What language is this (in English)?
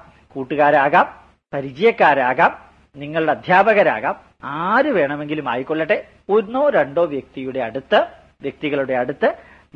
Malayalam